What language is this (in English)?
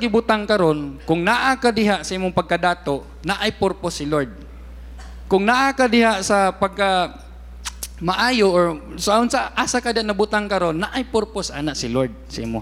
Cebuano